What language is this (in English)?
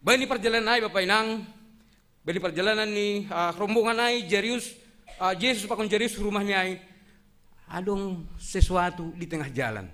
Batak Simalungun